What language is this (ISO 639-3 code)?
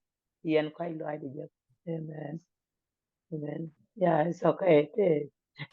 nus